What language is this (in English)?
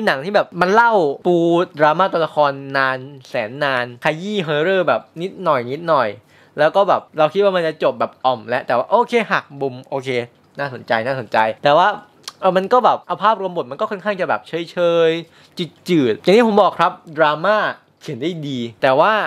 Thai